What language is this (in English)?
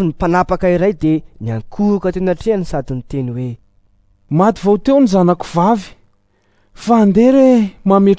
Malagasy